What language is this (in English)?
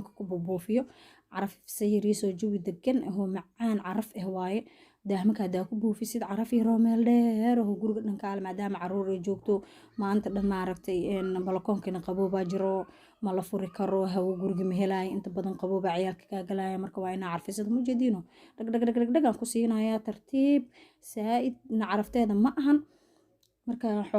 Somali